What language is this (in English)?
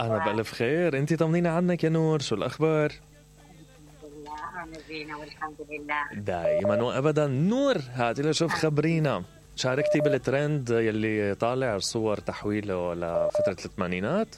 Mesopotamian Arabic